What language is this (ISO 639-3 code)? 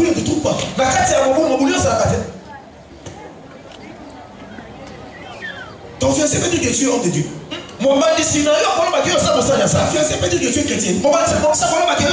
fra